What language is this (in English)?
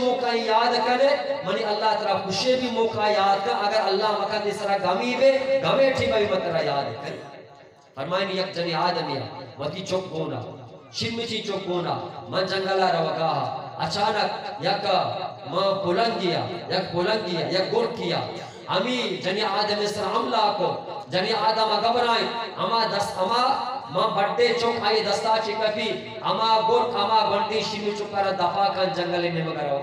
Eastern Balochi